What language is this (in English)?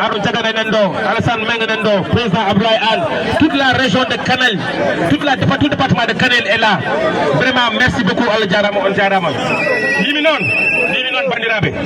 Fula